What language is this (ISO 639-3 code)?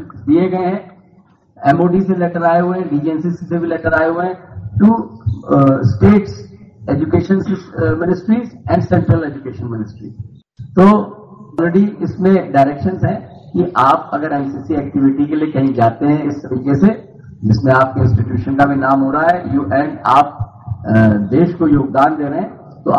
ori